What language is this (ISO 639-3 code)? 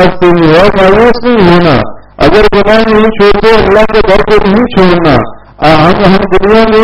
urd